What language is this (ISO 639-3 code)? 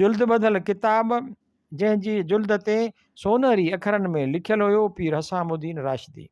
snd